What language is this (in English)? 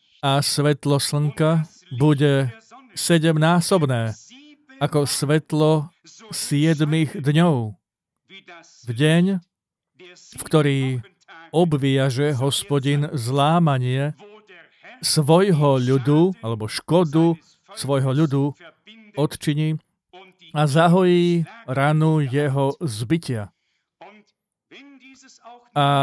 Slovak